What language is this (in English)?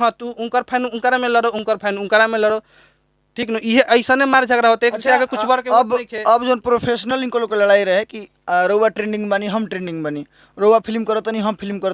Bhojpuri